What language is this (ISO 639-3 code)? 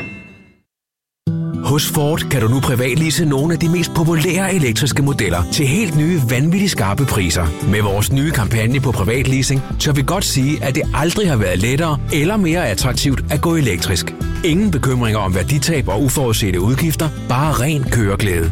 dan